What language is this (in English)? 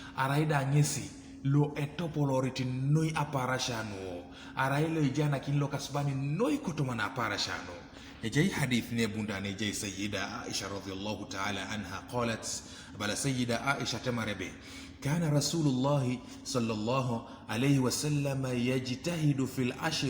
Teso